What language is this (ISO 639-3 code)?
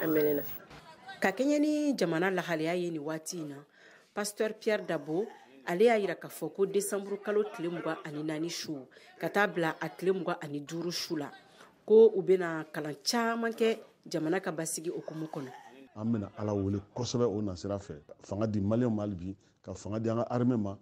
bam